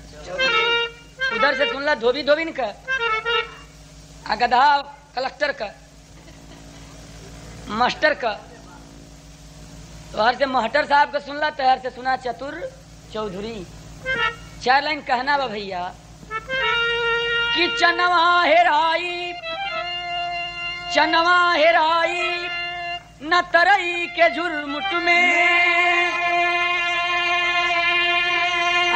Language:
Bhojpuri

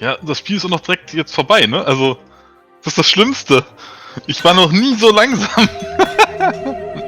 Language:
Swiss German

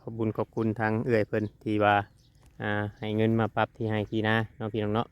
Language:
Northeastern Thai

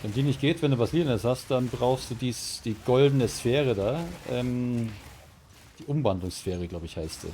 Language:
Bavarian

